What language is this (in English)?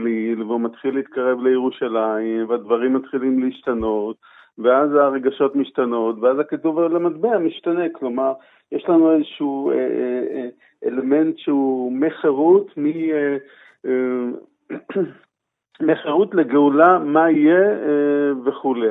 Hebrew